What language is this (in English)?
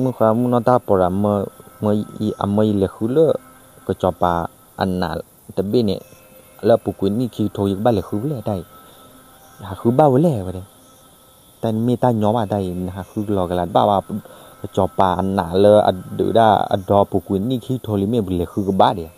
S'gaw Karen